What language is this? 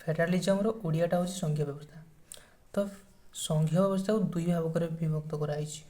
Odia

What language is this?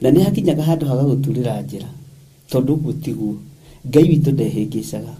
Kikuyu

